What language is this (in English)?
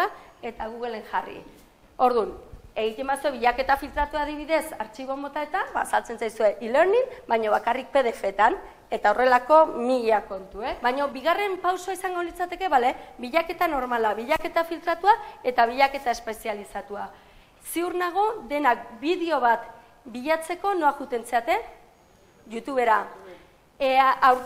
Basque